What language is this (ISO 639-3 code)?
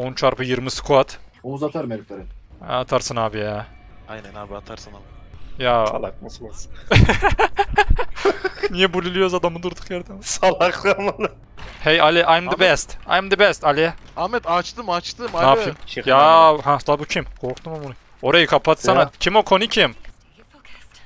tur